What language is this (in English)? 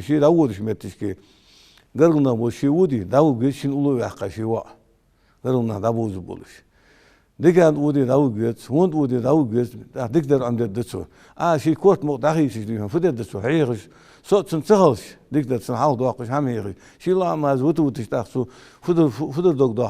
Ingush